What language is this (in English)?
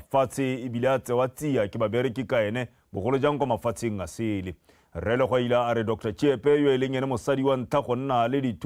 Tswana